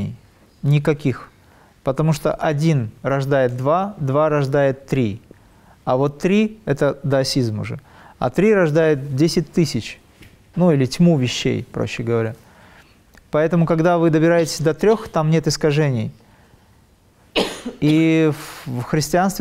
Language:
Russian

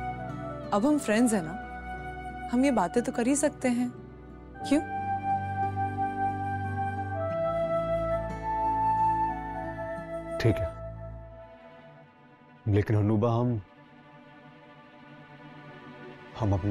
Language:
Hindi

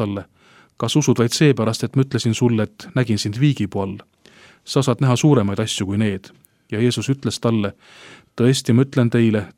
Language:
Estonian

